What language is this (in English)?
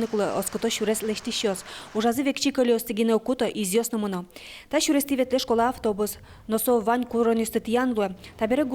Udmurt